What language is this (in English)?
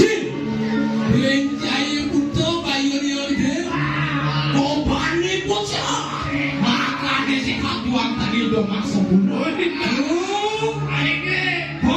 Balinese